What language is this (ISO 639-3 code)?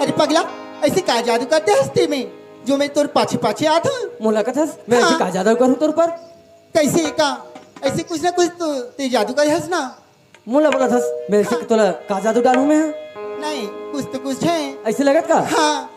hne